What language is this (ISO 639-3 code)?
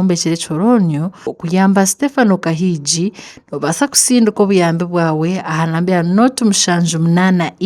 nyn